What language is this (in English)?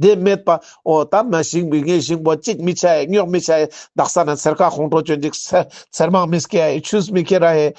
Ladakhi